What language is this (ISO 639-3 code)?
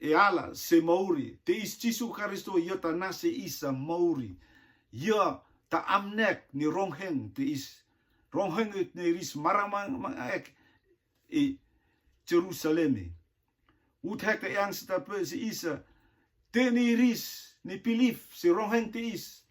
rtm